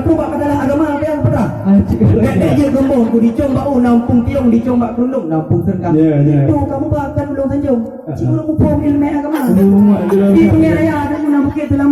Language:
Achinese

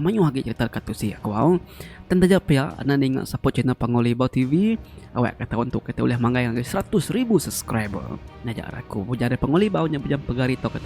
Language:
Iban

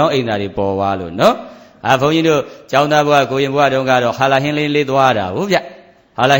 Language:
Burmese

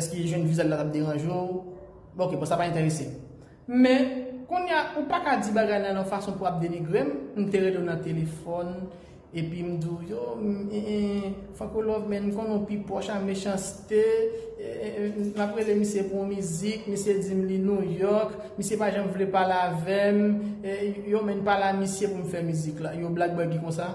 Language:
Haitian Creole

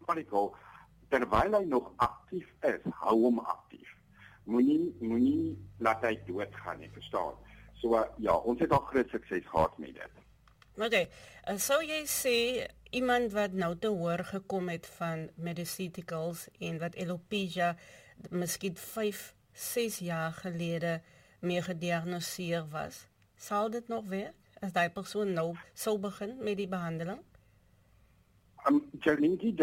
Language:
Afrikaans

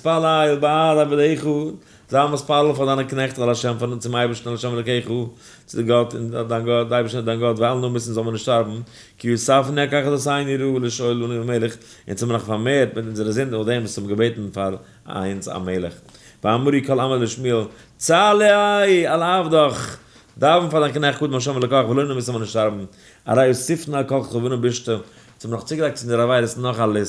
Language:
Yiddish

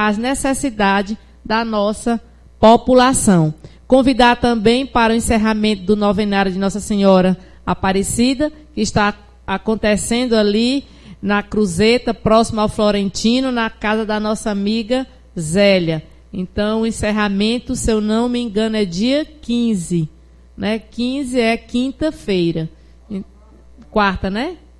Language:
Portuguese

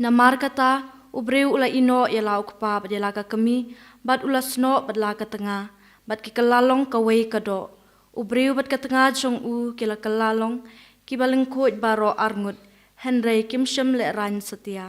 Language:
Khasi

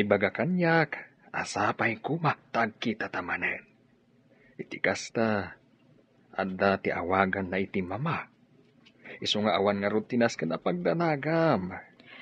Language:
Iloko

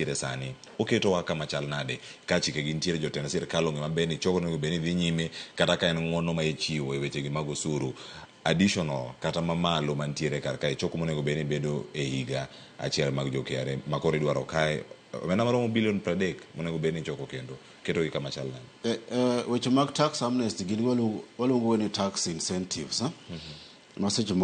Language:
Luo (Kenya and Tanzania)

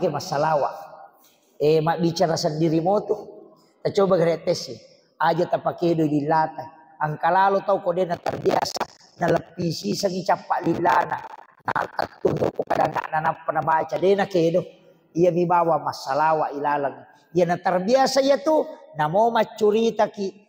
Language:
Buginese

